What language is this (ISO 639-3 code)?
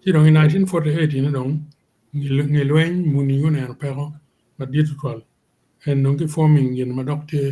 ach